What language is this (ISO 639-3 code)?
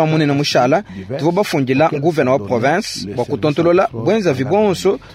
lua